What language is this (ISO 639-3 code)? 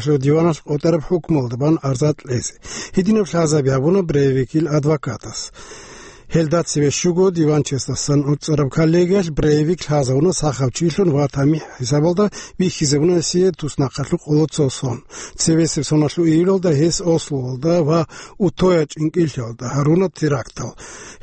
ava